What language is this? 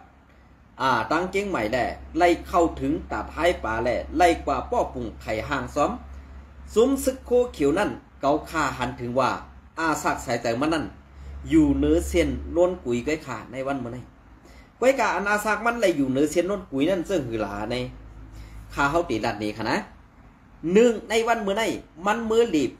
Shan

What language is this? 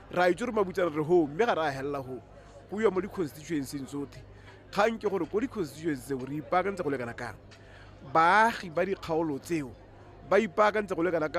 Tswana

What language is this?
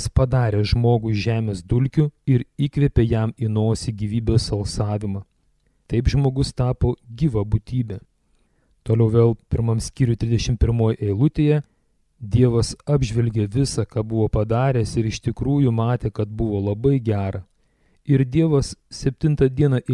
Lithuanian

